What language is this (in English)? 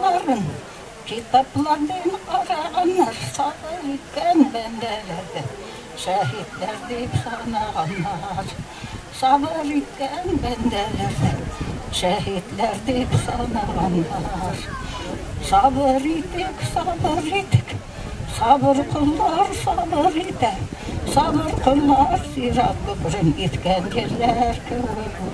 Bashkir